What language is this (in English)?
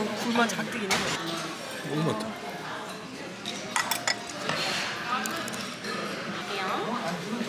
Korean